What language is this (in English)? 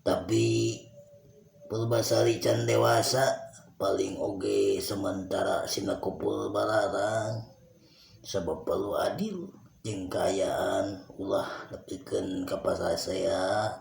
Sundanese